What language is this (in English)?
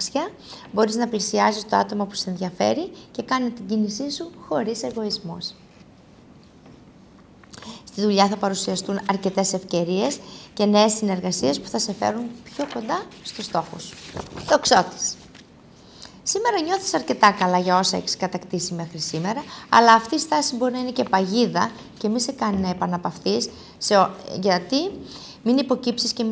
Greek